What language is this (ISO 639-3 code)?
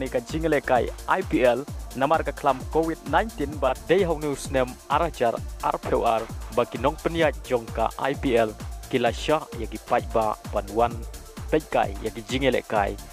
kha